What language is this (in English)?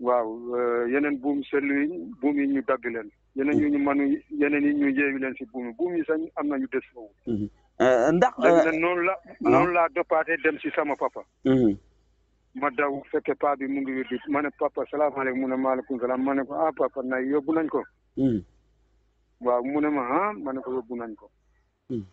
Wolof